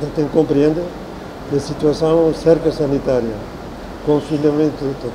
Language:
Tetum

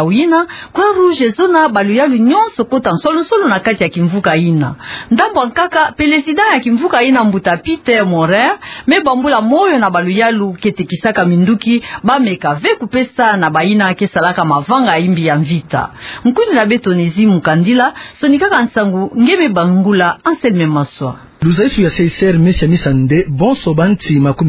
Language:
Kituba (Democratic Republic of Congo)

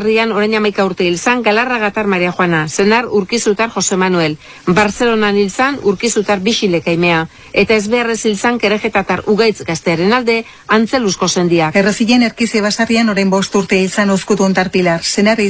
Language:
Basque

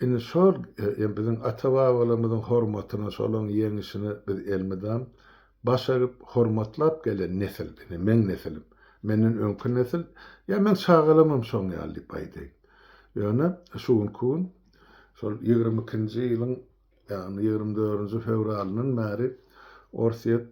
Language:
Turkmen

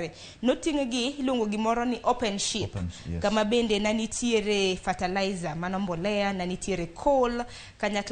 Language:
Luo (Kenya and Tanzania)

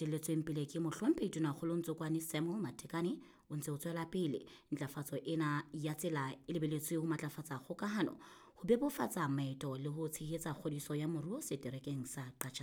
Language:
Southern Sotho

